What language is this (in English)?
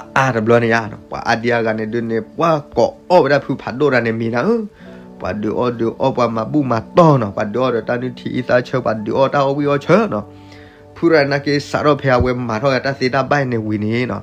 S'gaw Karen